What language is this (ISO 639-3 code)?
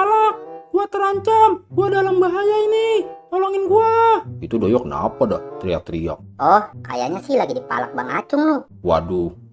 bew